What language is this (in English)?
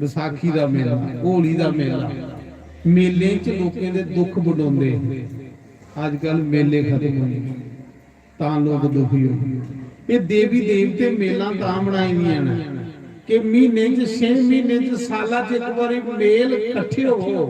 Dogri